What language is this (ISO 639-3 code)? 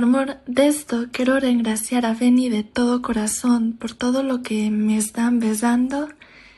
lad